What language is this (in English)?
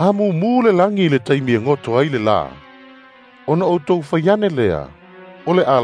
Samoan